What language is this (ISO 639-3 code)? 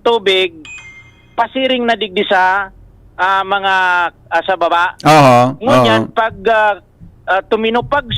bik